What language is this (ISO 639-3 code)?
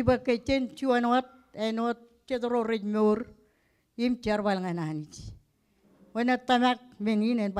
mah